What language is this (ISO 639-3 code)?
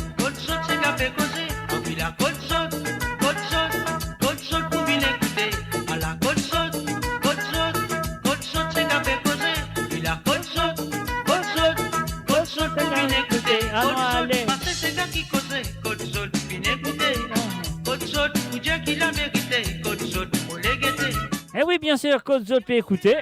mfe